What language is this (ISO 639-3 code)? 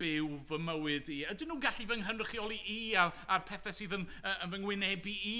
cym